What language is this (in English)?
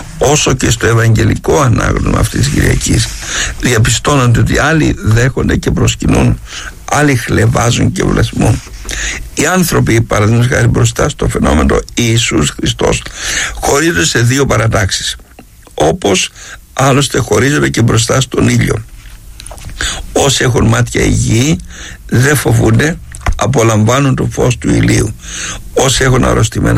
Greek